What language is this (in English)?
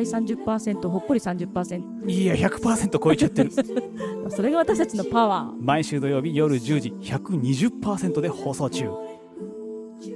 Japanese